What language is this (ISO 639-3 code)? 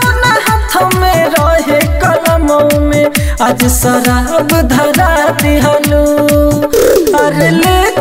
bho